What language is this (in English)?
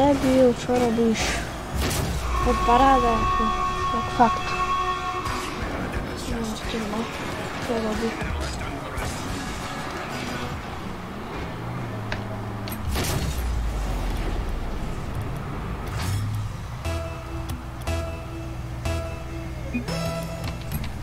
Slovak